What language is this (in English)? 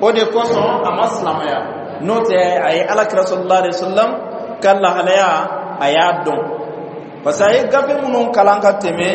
Dyula